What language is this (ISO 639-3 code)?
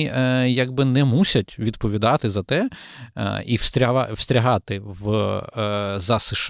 ukr